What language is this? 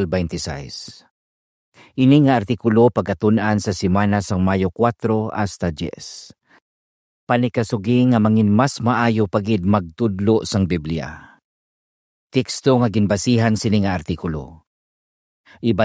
Hiligaynon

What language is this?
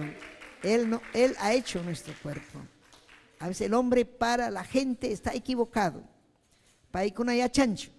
Ayacucho Quechua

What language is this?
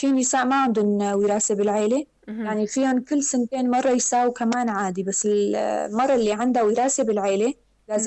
North Levantine Arabic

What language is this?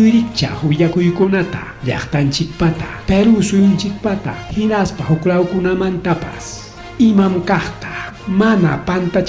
Ayacucho Quechua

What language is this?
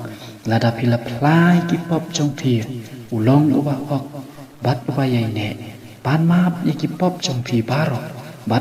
Khasi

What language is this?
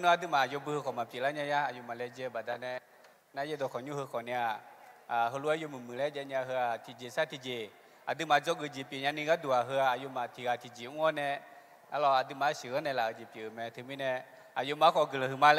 Akha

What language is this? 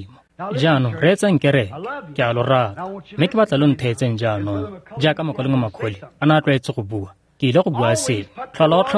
Tswana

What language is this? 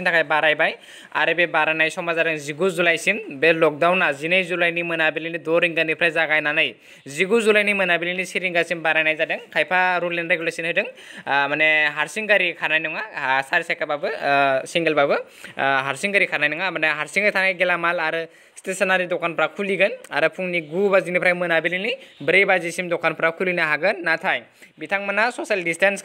Bodo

